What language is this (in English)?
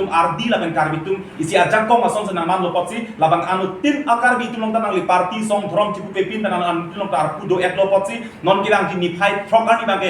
Karbi